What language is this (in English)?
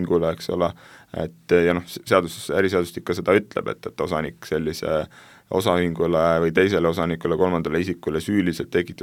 Estonian